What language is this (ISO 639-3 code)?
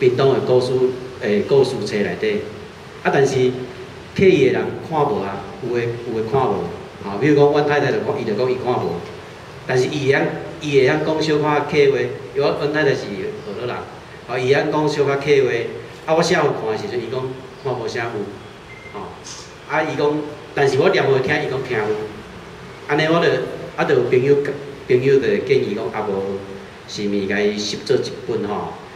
nan